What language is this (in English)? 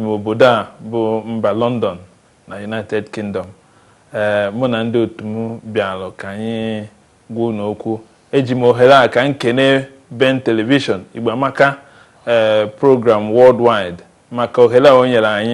Igbo